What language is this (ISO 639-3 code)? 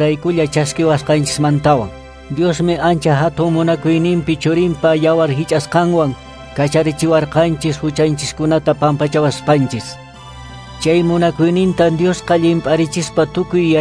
que